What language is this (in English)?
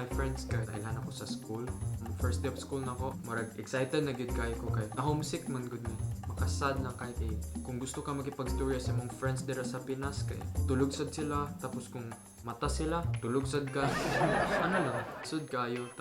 Cebuano